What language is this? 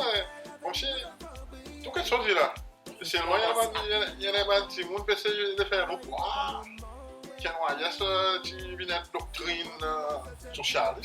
Seselwa Creole French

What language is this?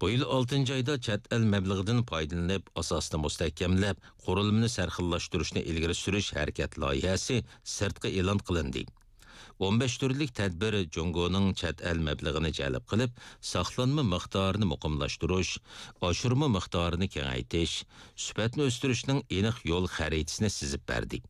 Uyghur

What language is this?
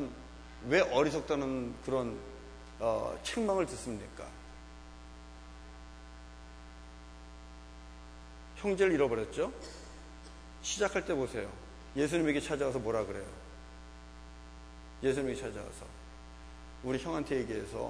Korean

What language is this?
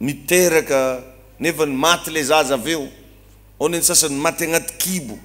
Malagasy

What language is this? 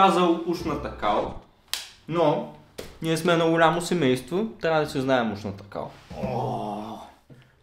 Bulgarian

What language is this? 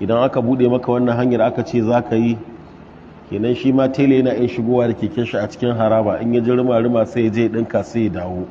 Hausa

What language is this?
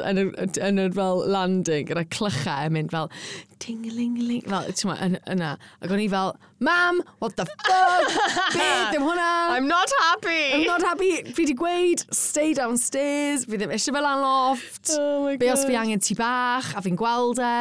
Welsh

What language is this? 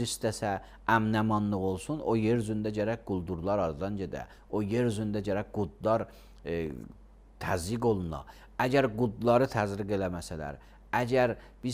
Azerbaijani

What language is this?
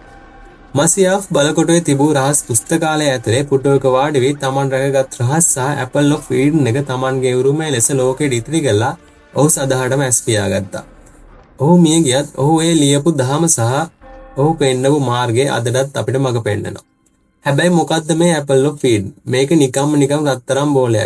Sinhala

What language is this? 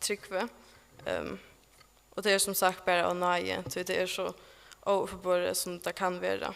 Faroese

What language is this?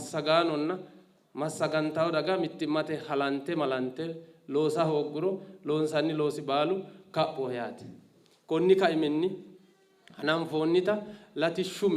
Sidamo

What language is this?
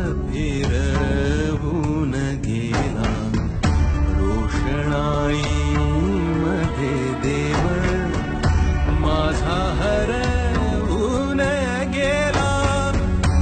Marathi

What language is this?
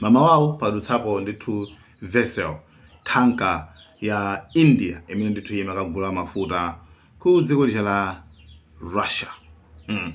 Nyanja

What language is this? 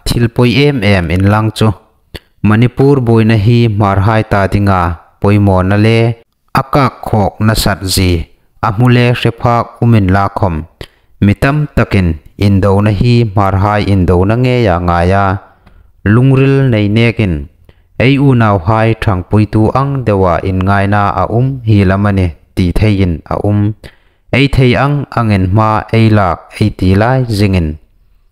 Hmar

